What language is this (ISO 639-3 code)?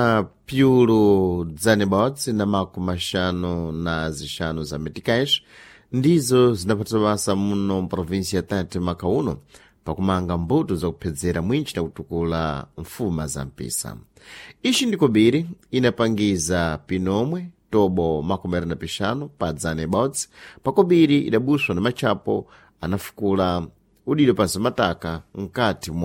seh